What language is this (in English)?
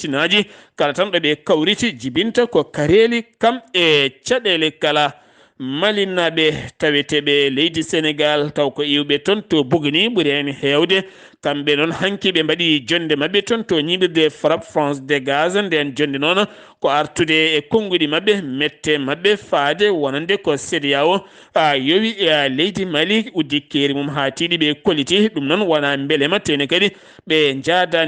Fula